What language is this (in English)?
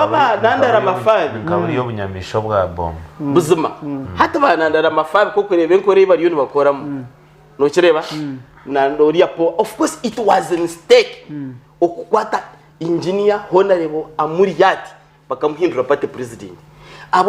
Nyankole